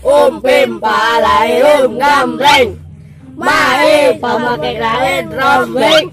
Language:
Sundanese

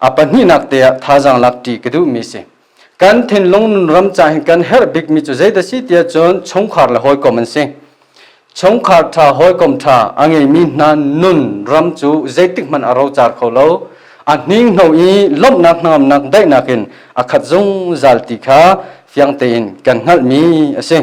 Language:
Hakha Chin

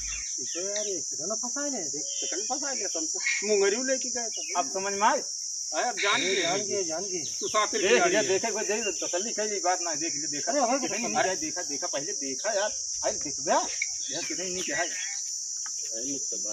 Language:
Awadhi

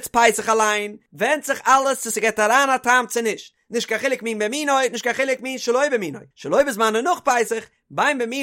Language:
Yiddish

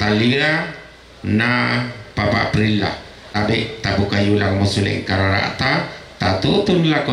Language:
Toraja-Sa'dan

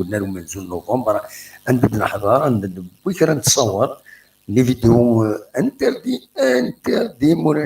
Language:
Kabyle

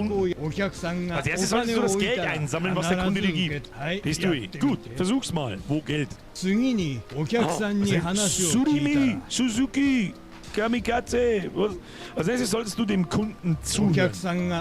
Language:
Bavarian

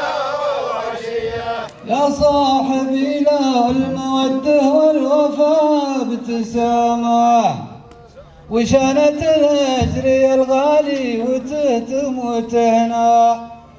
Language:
Arabic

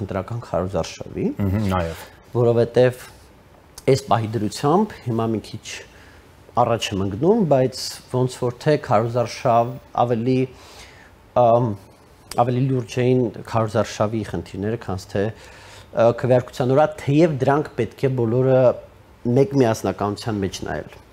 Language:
Armenian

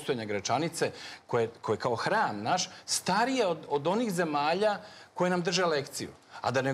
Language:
Serbian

